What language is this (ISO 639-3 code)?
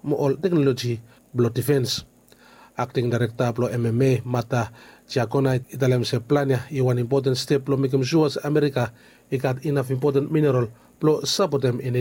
bis